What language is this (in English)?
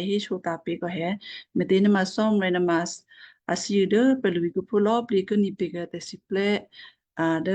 Western Kayah